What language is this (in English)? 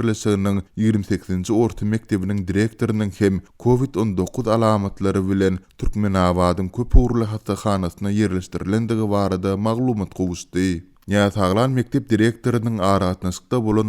Turkmen